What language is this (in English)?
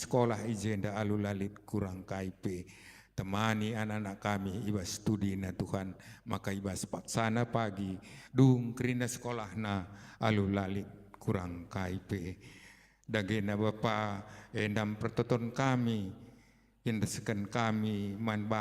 Batak Karo